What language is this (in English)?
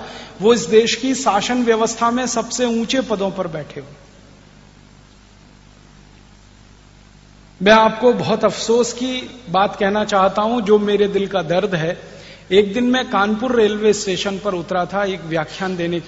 Hindi